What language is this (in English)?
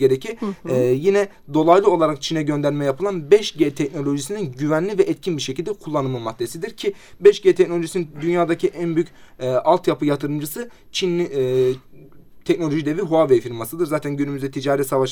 Turkish